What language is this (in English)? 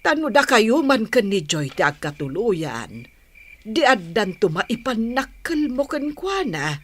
Iloko